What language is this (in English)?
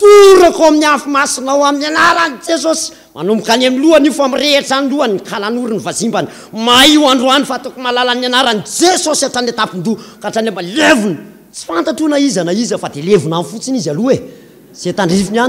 Malagasy